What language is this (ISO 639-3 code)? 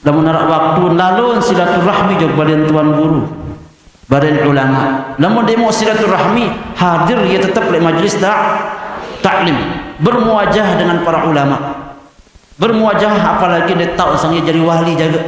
sas